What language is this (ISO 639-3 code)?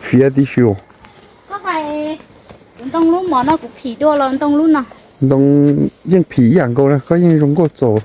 hmn